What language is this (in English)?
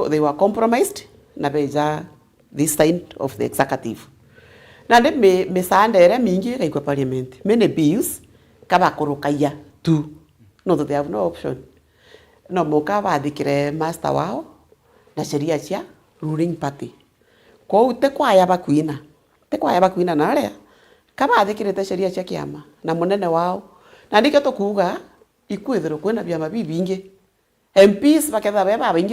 Meru